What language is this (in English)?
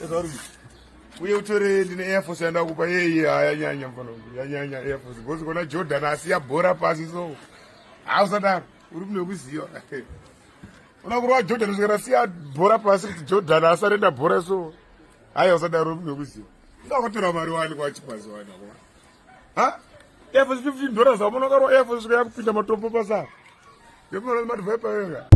Shona